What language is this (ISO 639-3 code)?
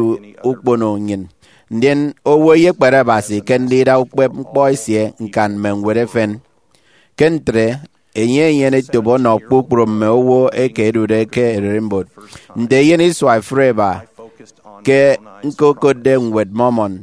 efi